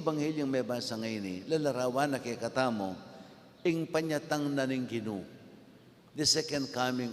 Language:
Pampanga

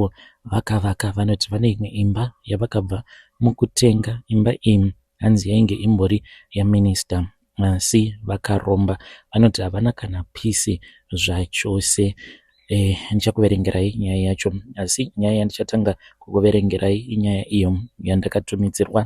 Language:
Shona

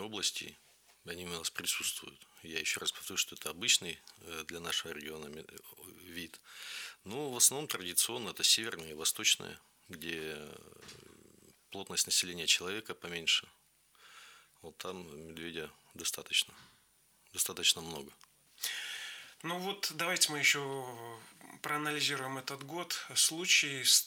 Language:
Russian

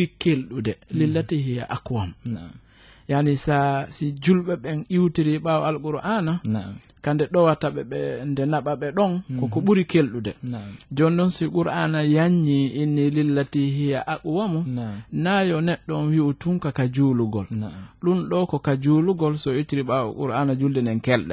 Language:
Fula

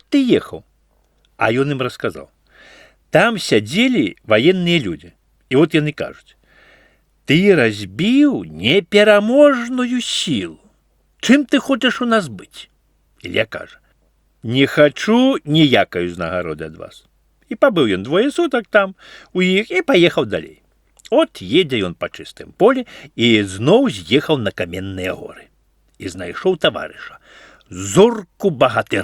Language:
Belarusian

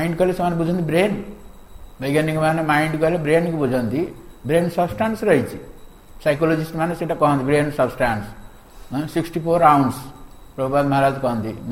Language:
Odia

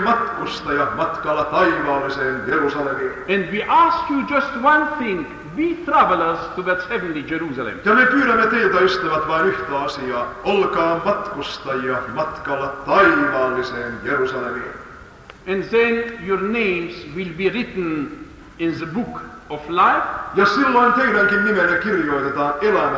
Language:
Finnish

